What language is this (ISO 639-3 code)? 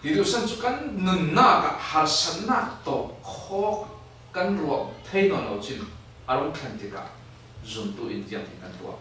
cfm